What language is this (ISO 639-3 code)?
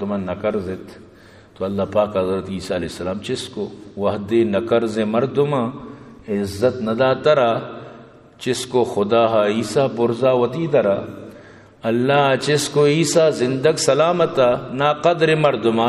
bgp